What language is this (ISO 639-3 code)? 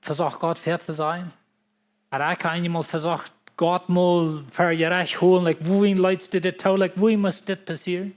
pdt